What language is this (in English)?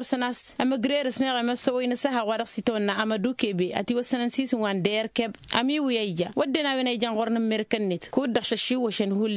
Tamasheq